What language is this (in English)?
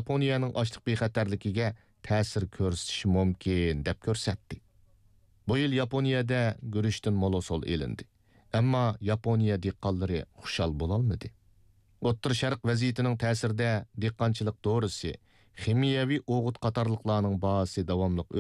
Uyghur